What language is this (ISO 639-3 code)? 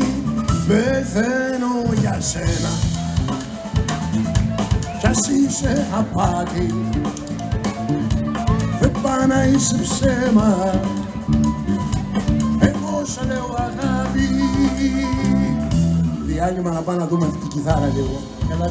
ell